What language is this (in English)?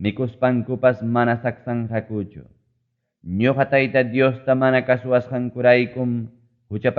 Ayacucho Quechua